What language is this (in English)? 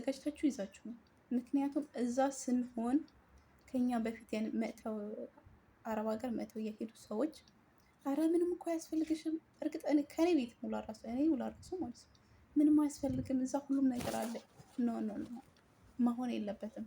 Amharic